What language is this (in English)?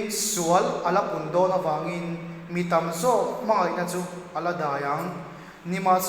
Mizo